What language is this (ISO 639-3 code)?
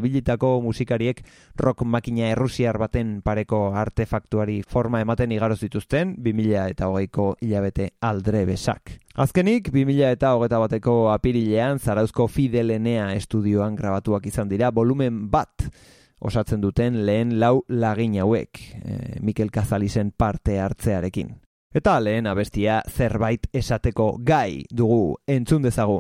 eus